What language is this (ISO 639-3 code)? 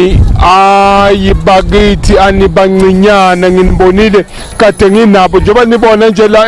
zul